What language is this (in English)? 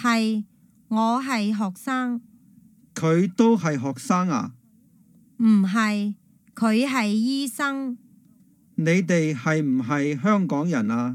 Cantonese